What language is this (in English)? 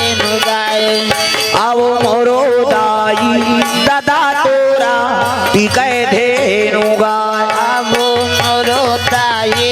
Chhattisgarhi